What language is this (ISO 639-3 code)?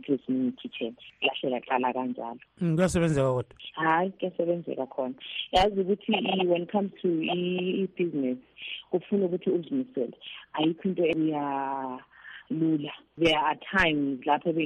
nde